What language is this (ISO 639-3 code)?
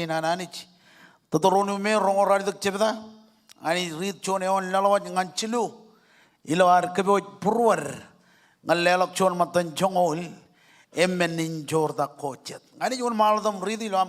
mah